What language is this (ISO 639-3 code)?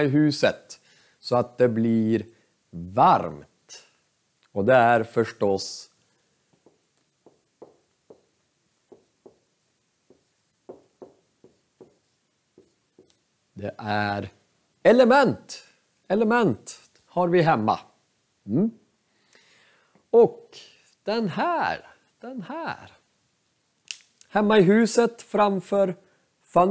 swe